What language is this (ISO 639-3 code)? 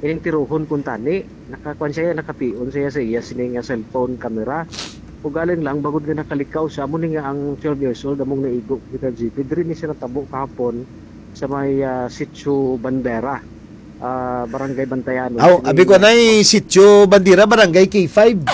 hil